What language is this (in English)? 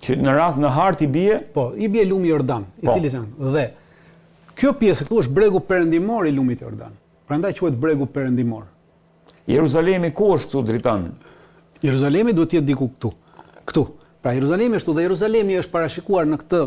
Albanian